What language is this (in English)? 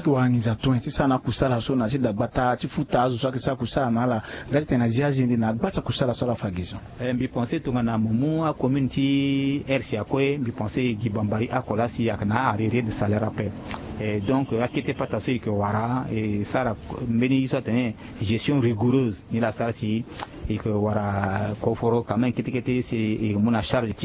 Sango